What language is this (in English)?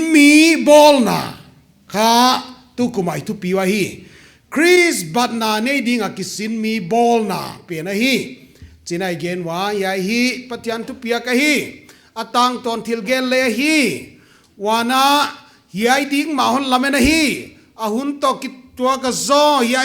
Paite Chin